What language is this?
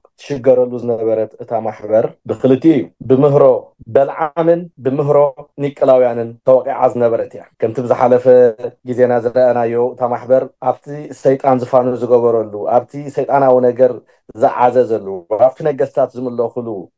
Tigrinya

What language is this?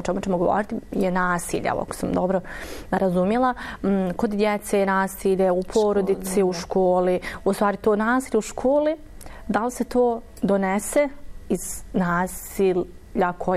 Bosnian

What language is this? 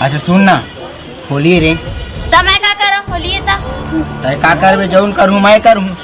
Chhattisgarhi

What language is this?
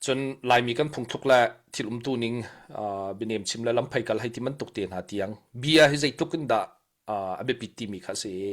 Hakha Chin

